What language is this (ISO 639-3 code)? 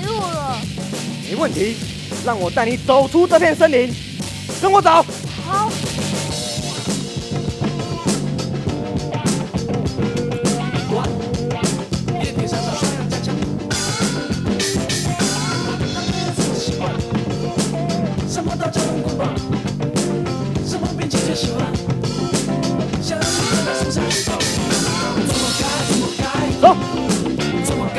zho